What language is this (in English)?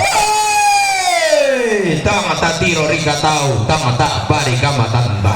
Toraja-Sa'dan